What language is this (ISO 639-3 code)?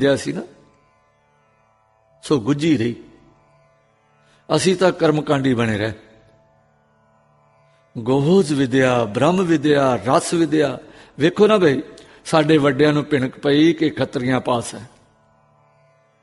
pan